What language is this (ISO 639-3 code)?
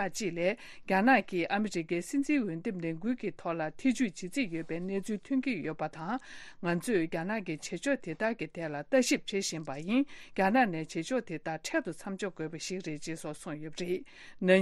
bod